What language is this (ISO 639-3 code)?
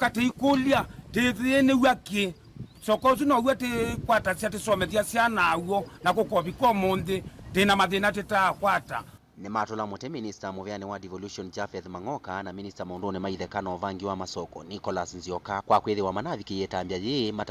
kam